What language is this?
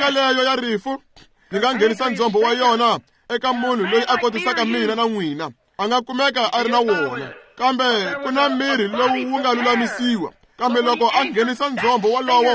Tsonga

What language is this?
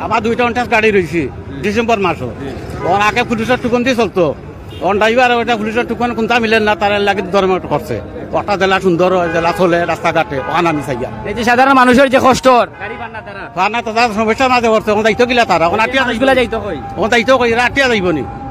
Sylheti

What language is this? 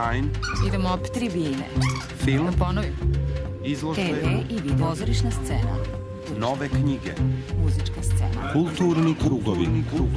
Serbian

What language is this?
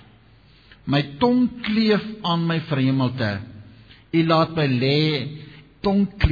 Afrikaans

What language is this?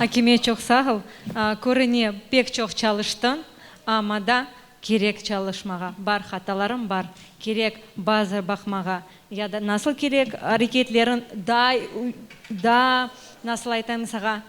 Crimean Tatar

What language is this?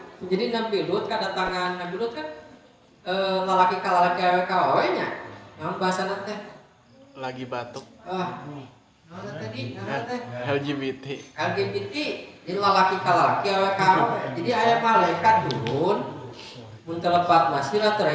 Sundanese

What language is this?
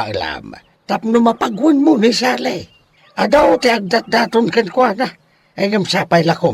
Iloko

